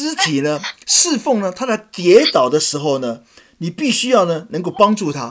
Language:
Chinese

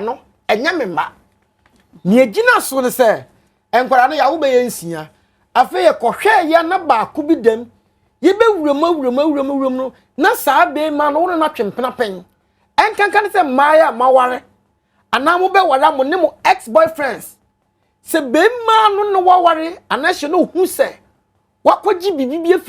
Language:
Akan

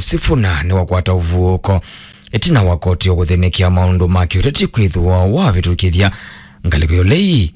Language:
Kamba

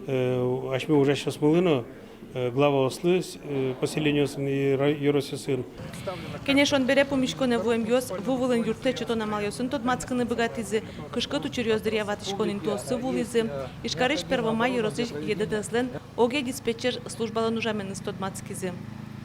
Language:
Udmurt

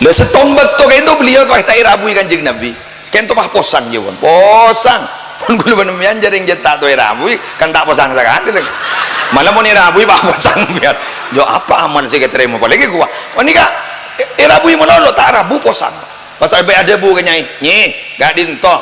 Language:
Madurese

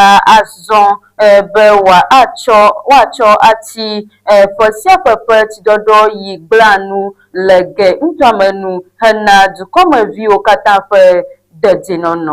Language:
Ewe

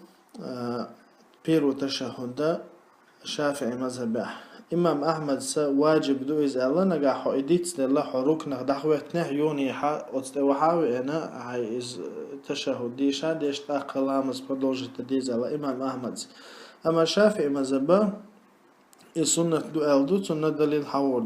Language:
Chechen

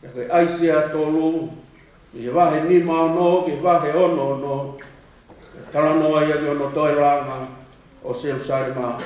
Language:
Tongan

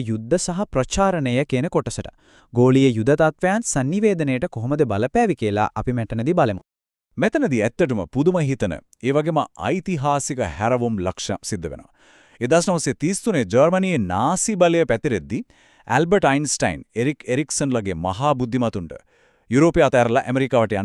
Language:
Sinhala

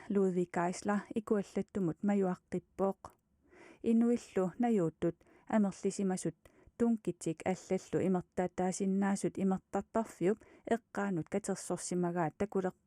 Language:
Kalaallisut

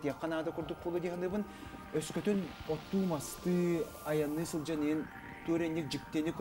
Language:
Yakut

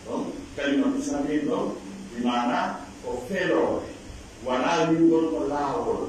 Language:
Pular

